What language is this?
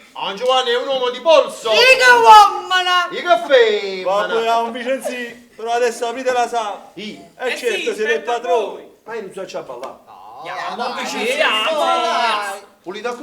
Neapolitan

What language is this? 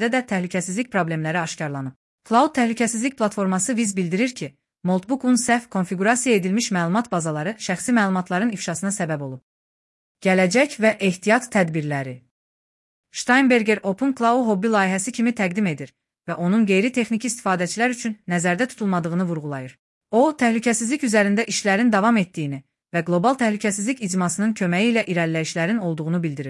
Azerbaijani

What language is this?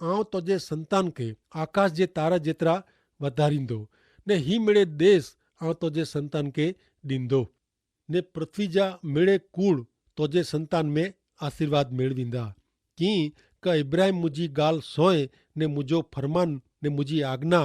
Kachhi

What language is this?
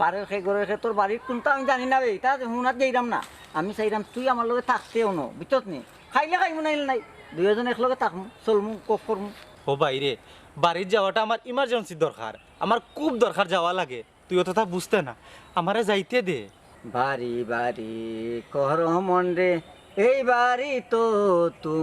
Sylheti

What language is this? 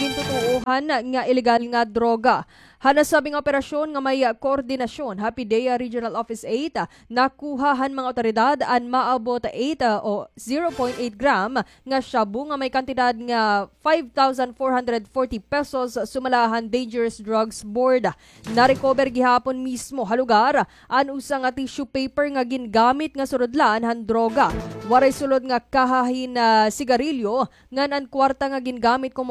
Waray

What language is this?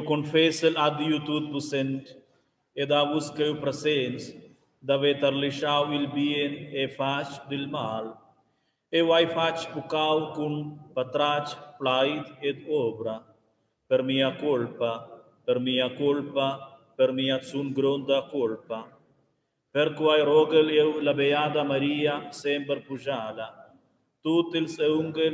Romansh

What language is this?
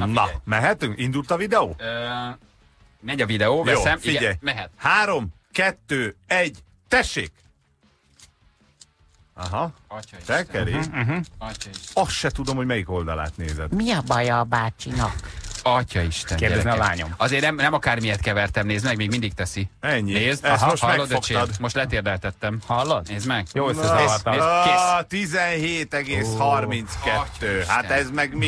Hungarian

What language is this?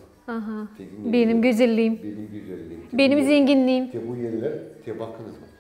Gagauz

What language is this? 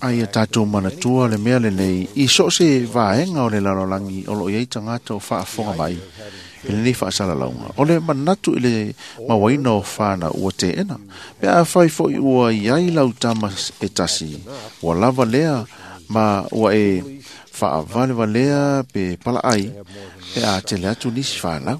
Samoan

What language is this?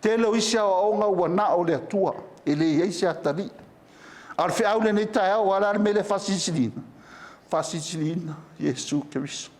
Samoan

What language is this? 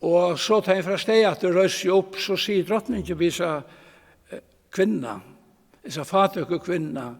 Faroese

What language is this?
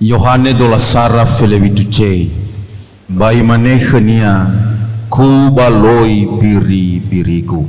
Nias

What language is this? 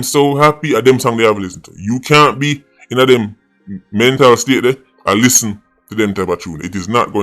Jamaican Creole English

